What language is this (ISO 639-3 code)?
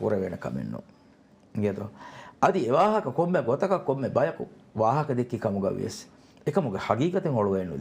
div